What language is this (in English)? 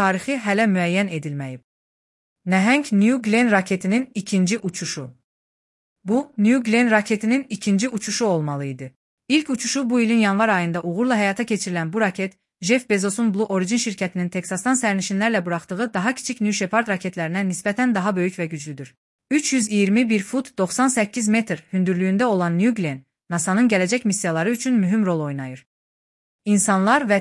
Azerbaijani